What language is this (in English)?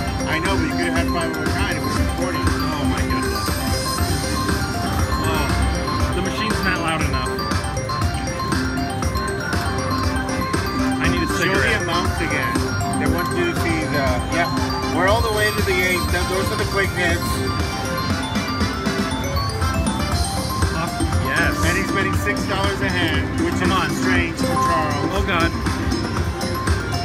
English